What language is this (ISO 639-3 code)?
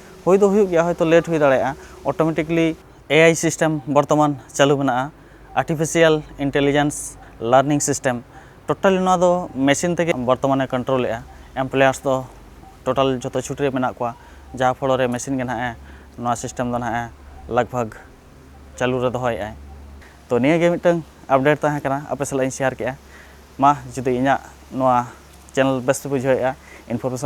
sat